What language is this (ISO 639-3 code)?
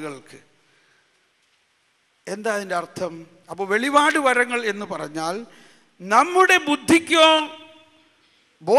mal